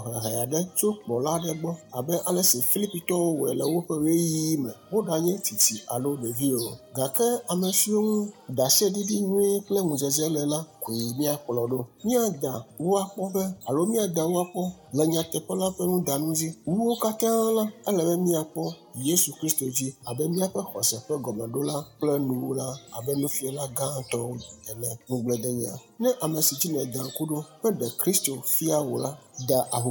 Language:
Ewe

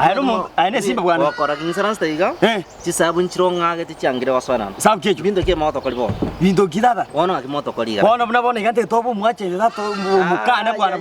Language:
Gusii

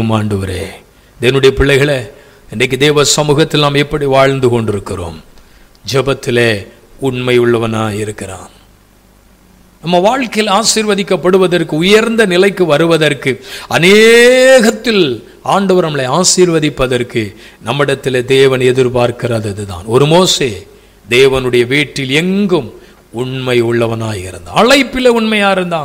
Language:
Tamil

